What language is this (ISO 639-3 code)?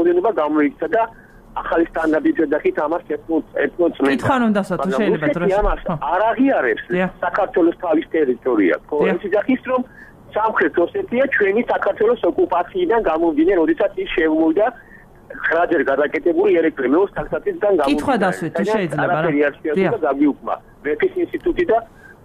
kat